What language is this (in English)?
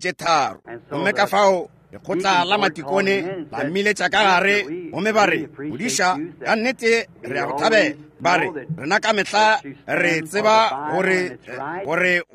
Northern Sotho